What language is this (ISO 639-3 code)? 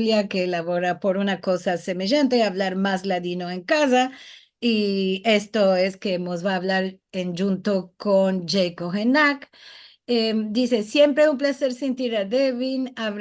lad